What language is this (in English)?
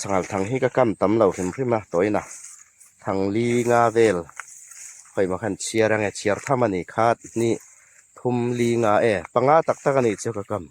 Hmar